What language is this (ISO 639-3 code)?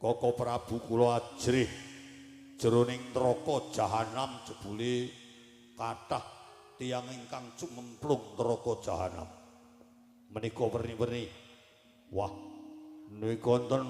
jav